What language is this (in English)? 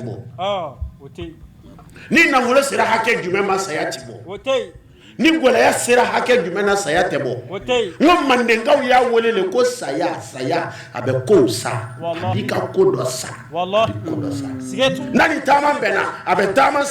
Bambara